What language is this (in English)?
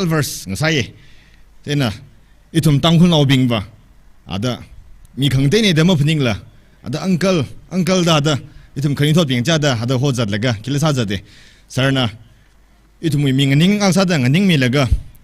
Tangkhul Naga (India)